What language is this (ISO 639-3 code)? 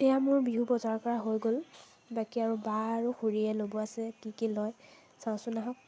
asm